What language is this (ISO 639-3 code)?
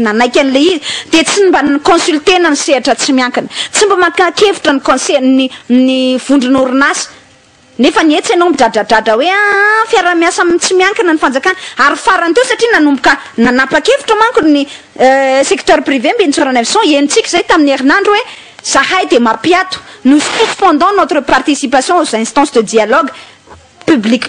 mlg